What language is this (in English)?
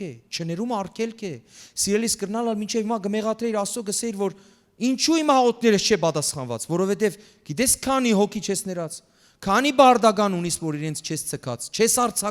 Western Armenian